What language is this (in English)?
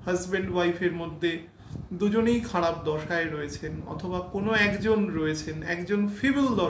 Bangla